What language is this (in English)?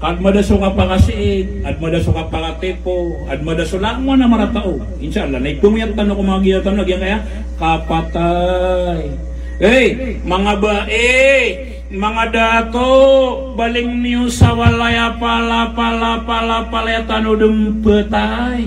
Maranao